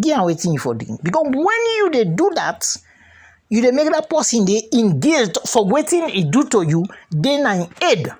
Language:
Krio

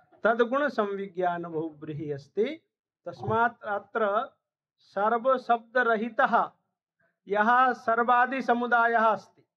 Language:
Sanskrit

